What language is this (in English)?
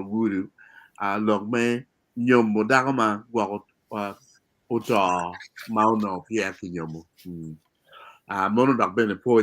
Acoli